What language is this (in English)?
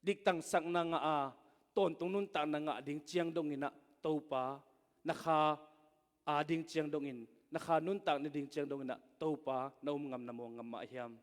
Tedim Chin